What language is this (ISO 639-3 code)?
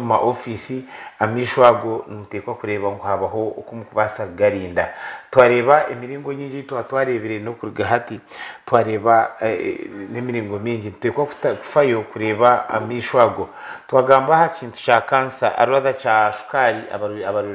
nyn